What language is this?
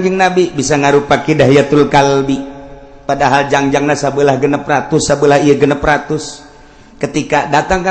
Sundanese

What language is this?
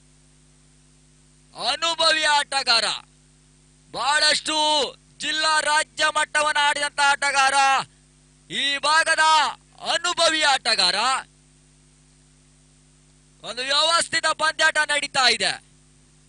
Kannada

